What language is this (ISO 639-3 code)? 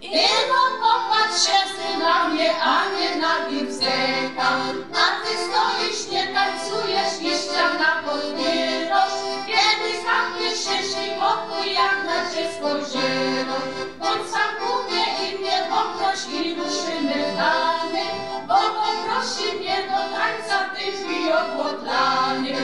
szl